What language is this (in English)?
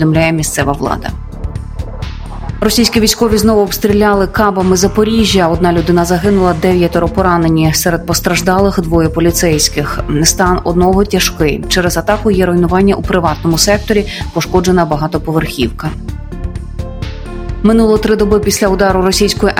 Ukrainian